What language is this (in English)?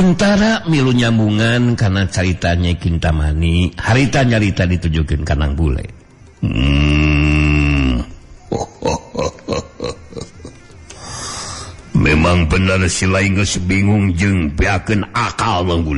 Sundanese